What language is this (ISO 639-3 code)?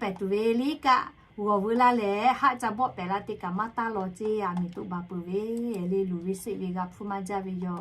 lhu